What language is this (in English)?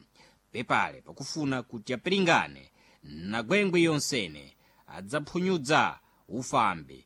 Sena